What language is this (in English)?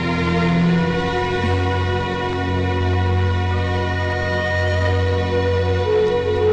Malayalam